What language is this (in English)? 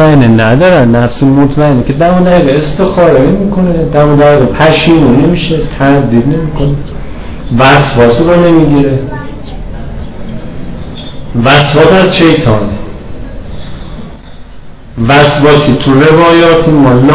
Persian